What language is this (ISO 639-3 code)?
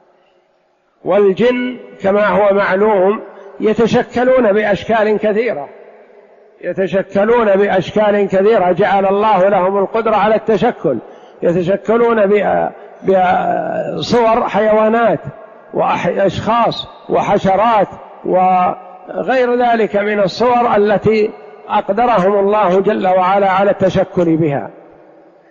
ara